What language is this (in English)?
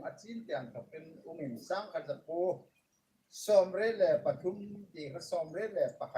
Hmar